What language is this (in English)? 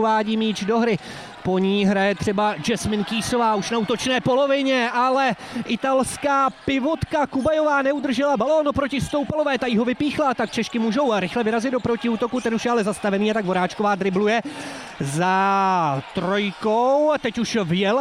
Czech